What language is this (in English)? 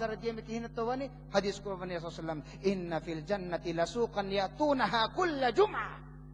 Divehi